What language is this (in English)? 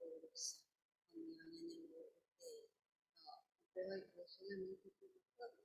Guarani